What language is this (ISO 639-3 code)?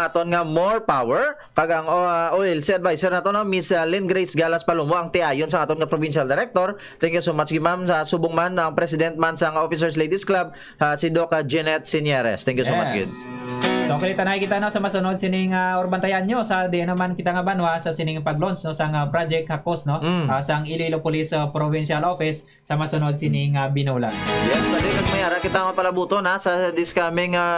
hil